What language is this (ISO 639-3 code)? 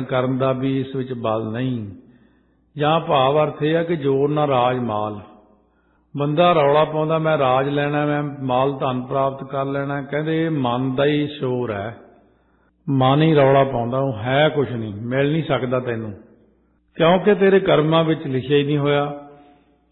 pan